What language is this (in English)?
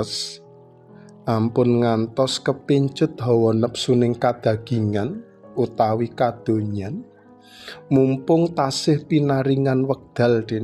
Javanese